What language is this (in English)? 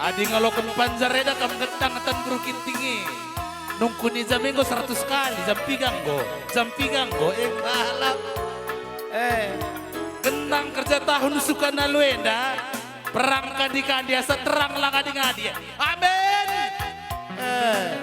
Batak Karo